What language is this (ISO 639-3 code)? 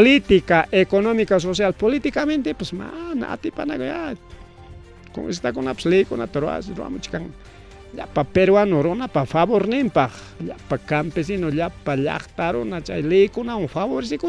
quy